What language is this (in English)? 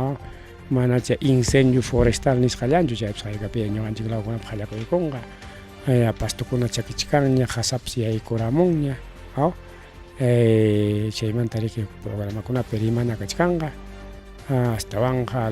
Ayacucho Quechua